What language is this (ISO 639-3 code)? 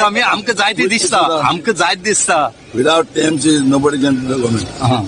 kok